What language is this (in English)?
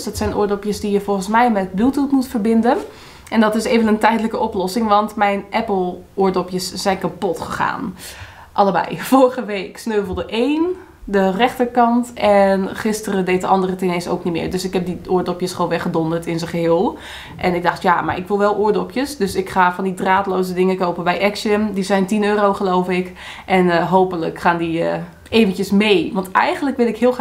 Dutch